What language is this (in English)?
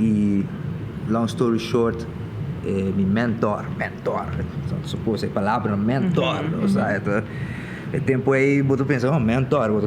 Papiamento